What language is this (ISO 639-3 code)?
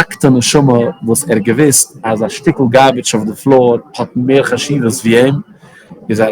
yid